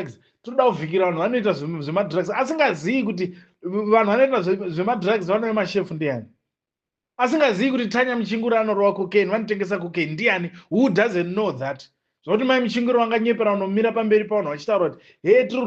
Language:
Shona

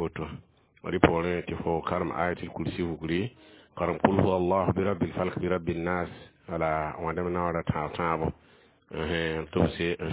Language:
Mossi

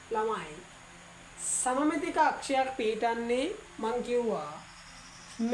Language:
Sinhala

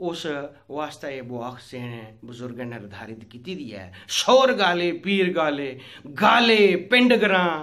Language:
Dogri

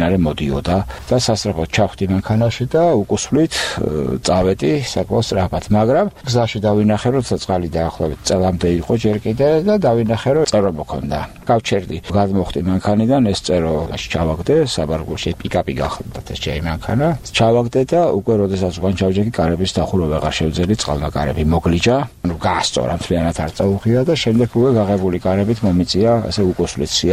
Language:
Georgian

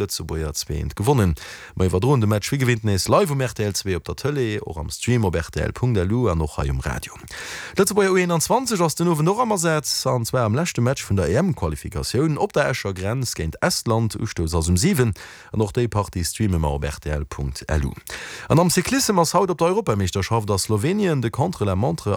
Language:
Luxembourgish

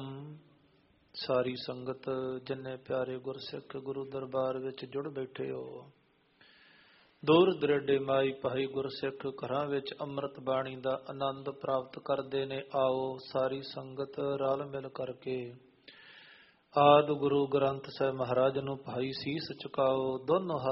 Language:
Punjabi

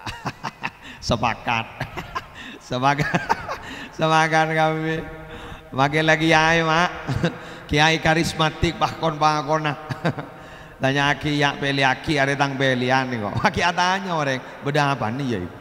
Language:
Madurese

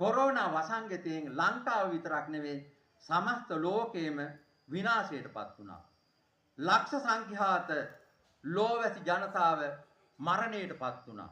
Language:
Sinhala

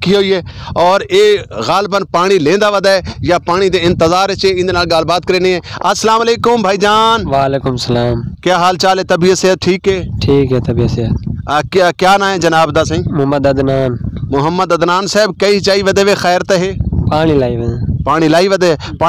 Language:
Saraiki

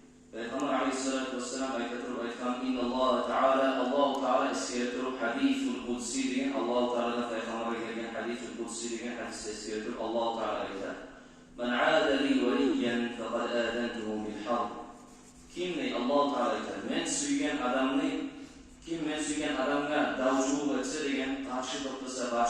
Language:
Kumyk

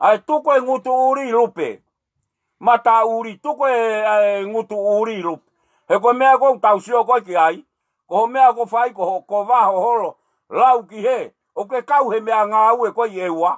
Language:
Tongan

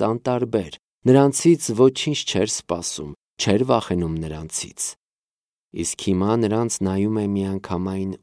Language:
Armenian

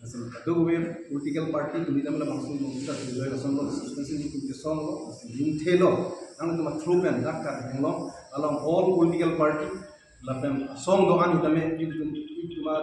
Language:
Karbi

